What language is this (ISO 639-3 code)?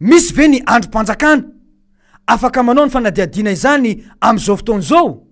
mlg